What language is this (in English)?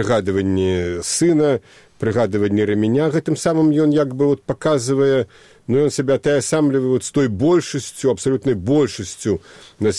Belarusian